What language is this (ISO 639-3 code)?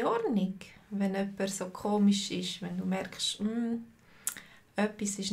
deu